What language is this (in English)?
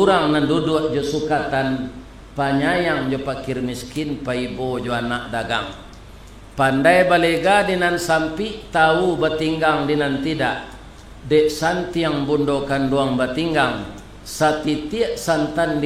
Minangkabau